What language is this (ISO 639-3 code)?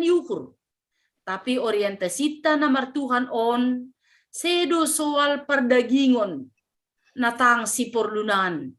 bts